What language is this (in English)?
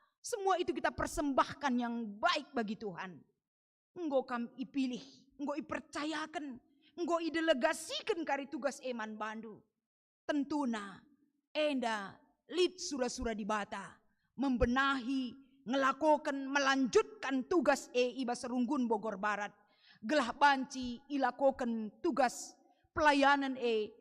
Batak Karo